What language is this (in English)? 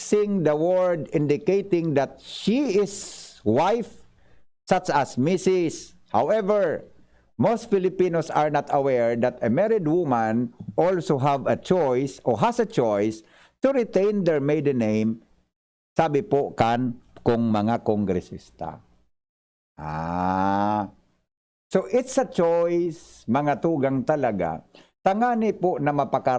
Bikol